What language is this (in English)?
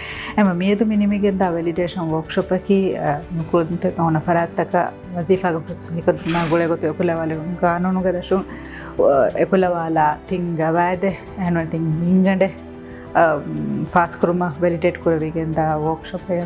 Divehi